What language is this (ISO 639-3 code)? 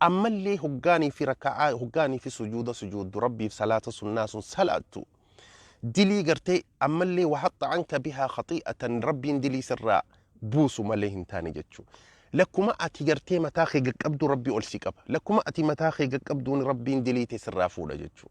orm